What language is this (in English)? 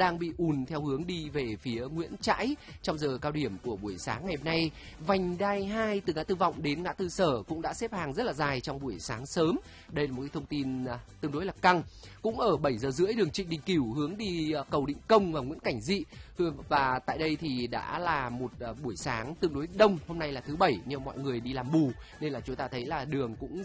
Vietnamese